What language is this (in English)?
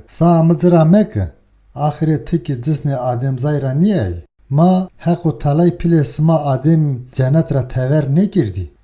Zaza